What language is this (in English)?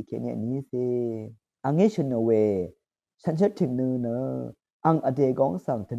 Rawang